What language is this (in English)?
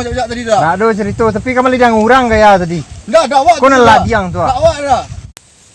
Minangkabau